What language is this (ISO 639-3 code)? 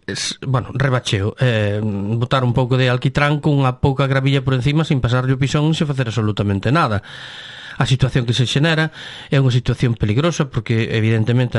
glg